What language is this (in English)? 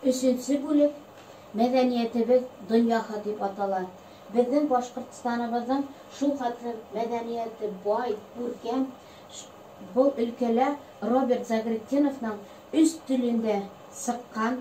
Bashkir